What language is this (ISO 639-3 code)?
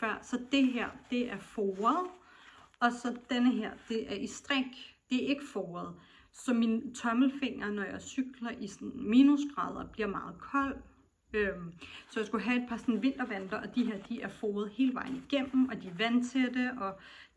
dan